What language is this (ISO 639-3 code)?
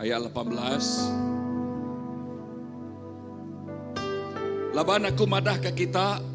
iba